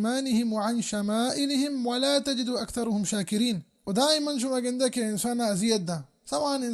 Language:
Baluchi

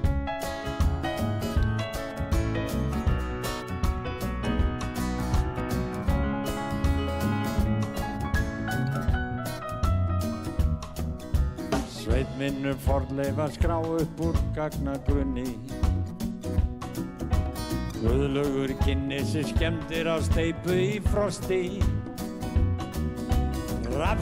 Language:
Icelandic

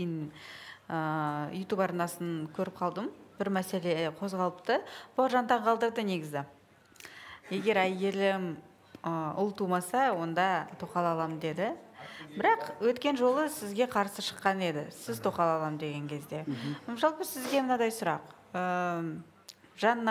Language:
Kazakh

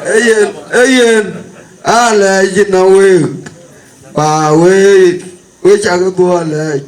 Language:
Dinka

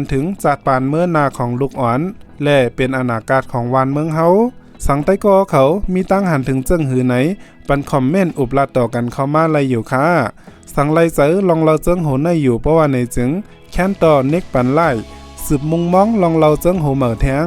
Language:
Shan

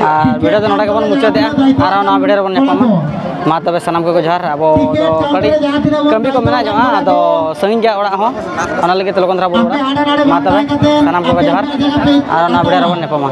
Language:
Santali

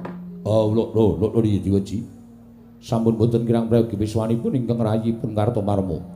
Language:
Javanese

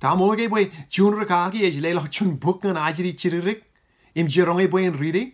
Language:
Marshallese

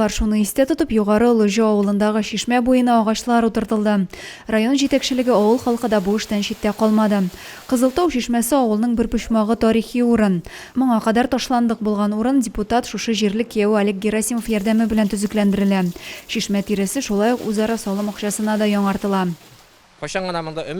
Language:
Tatar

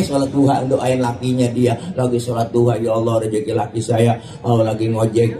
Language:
Betawi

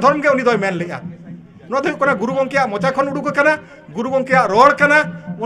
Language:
Santali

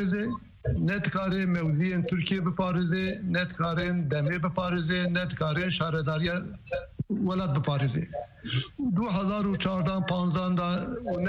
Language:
Kurdish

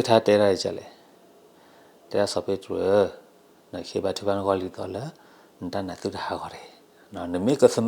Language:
S'gaw Karen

